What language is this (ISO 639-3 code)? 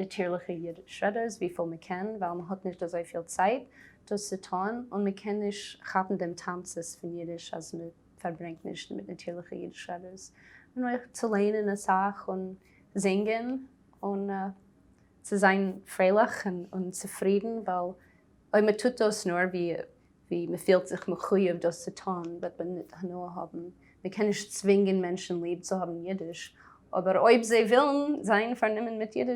yid